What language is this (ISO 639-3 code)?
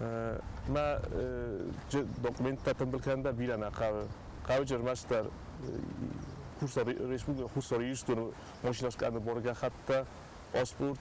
oss